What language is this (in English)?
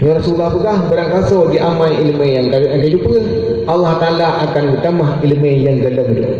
Achinese